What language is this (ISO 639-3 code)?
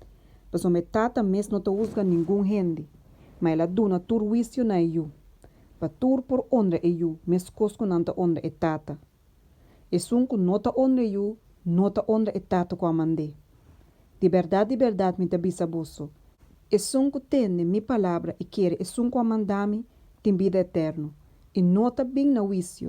pap